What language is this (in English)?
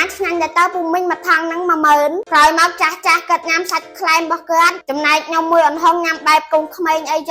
Khmer